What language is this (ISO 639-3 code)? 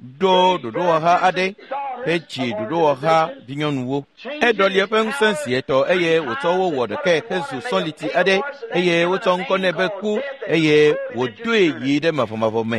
ewe